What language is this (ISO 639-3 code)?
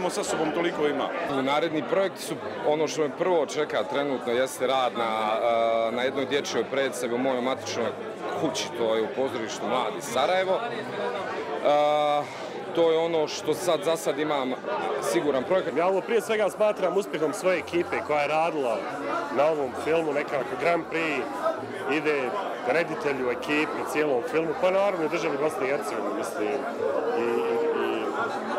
bos